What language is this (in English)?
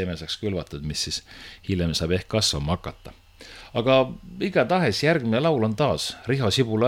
Estonian